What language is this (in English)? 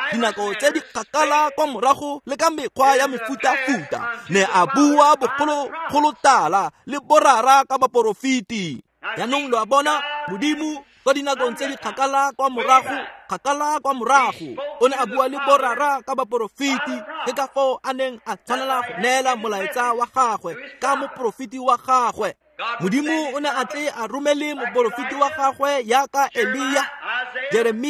Tswana